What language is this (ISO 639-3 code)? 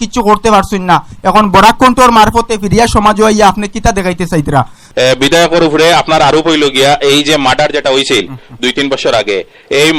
syl